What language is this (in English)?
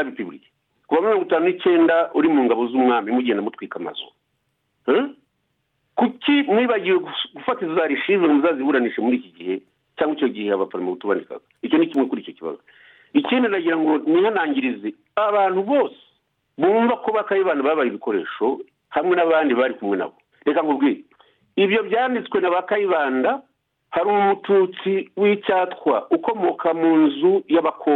Kinyarwanda